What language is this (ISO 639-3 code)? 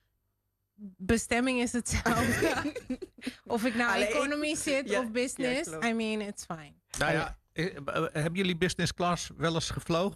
nld